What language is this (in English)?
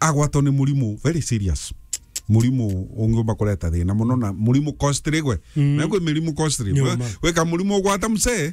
Meru